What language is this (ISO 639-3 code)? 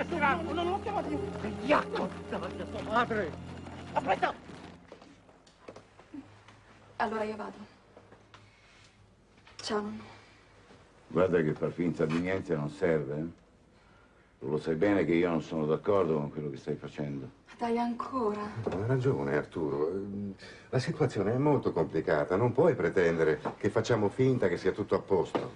ita